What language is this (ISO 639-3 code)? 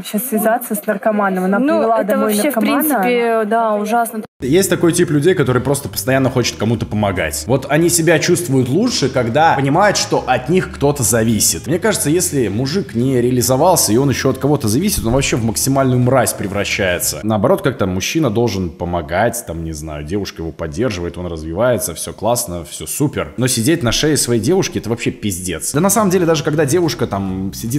rus